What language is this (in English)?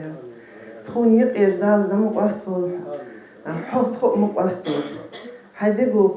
Ingush